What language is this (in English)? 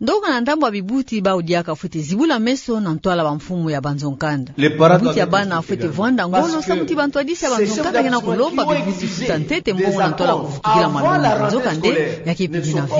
Kituba (Democratic Republic of Congo)